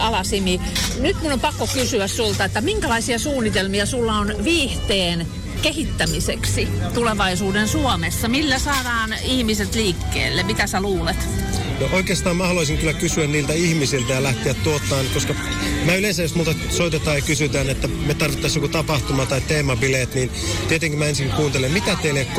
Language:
Finnish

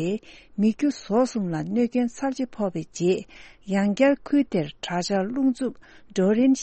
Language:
Tibetan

